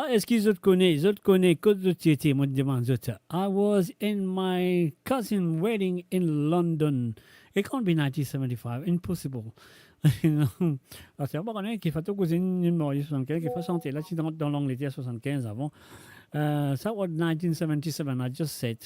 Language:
Morisyen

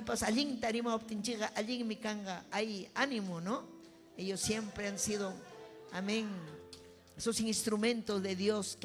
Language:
Ayacucho Quechua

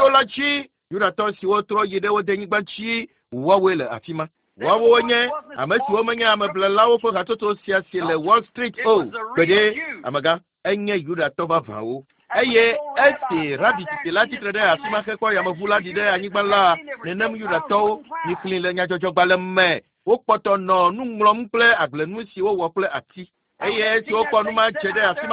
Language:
Ewe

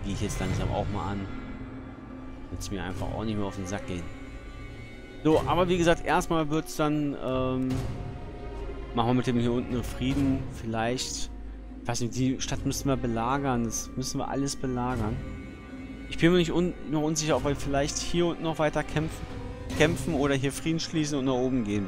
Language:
German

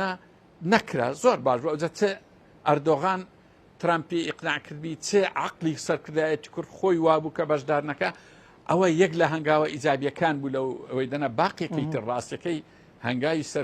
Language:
Central Kurdish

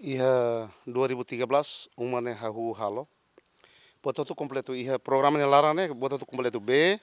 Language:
Tetum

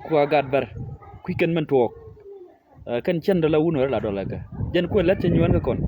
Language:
Nuer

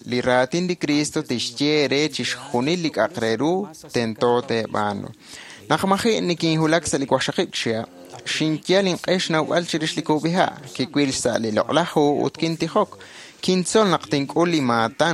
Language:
Kekchí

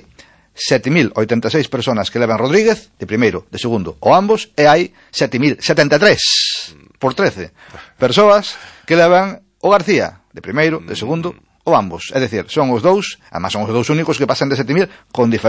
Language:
Galician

